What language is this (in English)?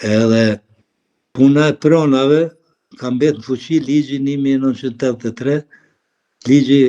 Albanian